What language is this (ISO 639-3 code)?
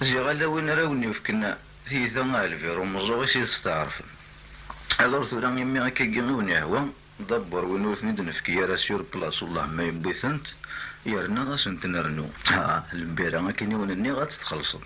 kab